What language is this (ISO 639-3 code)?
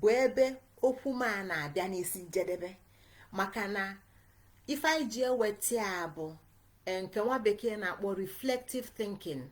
ibo